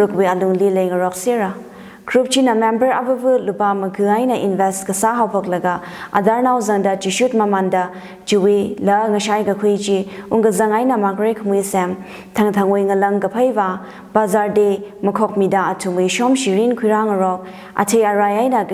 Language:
Tangkhul Naga (India)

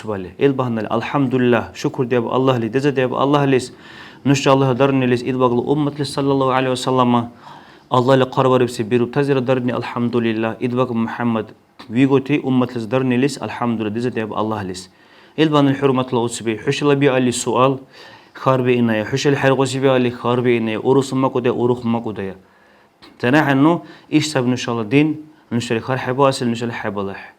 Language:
Dargwa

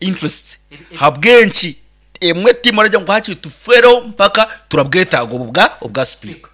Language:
Nyankole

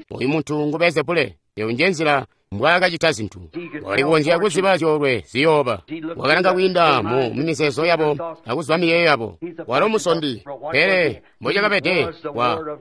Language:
Tonga (Zambia)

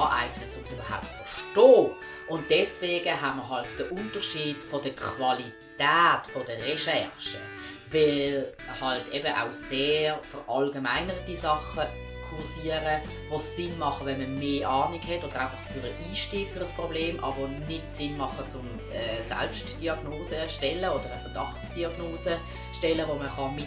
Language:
Swiss German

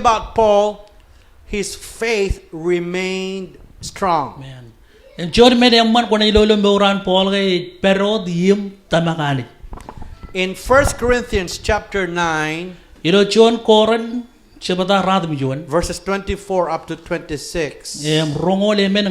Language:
Marshallese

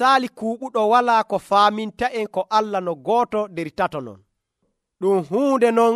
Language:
Nigerian Fulfulde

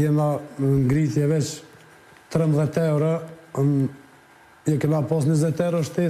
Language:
Albanian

